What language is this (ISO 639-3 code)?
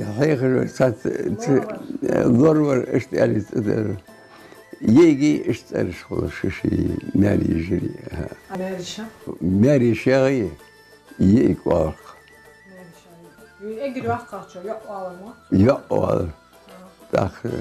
inh